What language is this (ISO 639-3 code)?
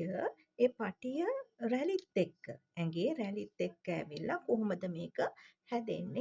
sin